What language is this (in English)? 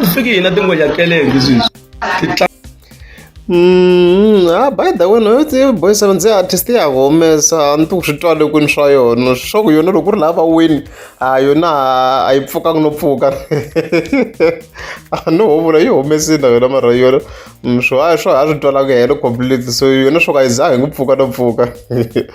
Tsonga